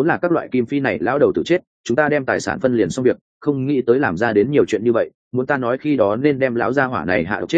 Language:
Vietnamese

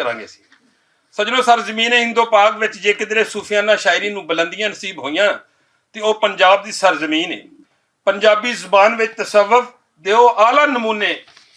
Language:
Western Panjabi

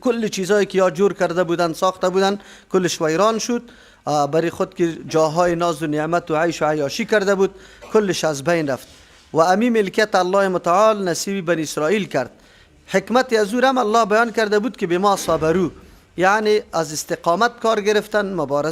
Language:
Persian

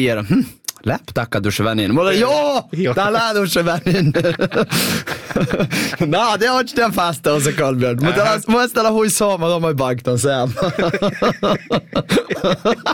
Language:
Northern Sami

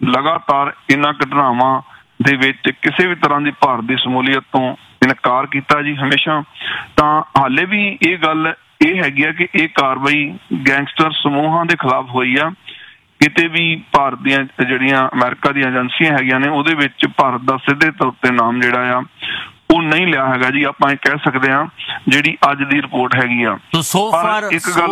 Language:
Punjabi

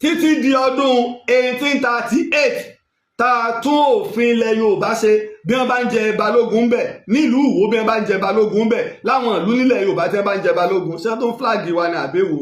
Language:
Yoruba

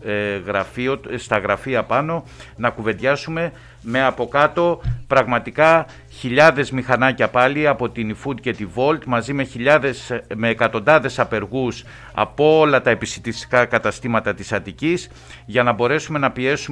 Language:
Greek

